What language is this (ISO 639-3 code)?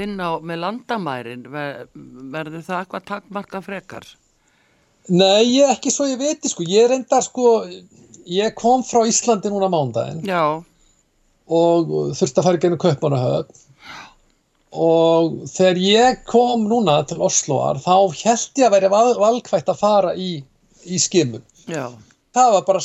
isl